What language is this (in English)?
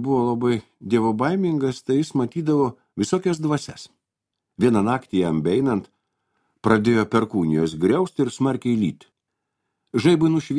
Lithuanian